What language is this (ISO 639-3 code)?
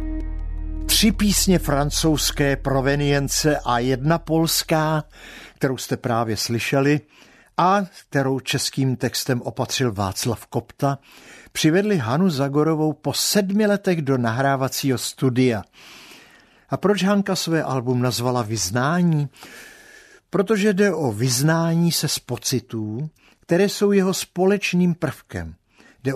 ces